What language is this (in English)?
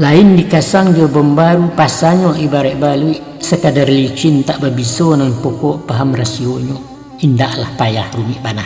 Minangkabau